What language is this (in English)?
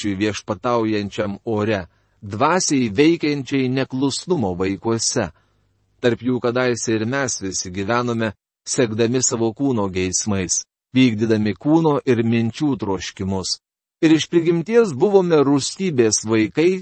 Lithuanian